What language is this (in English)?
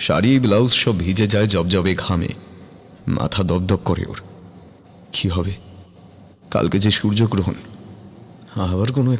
Bangla